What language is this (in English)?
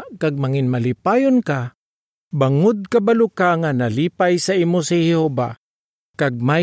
Hiligaynon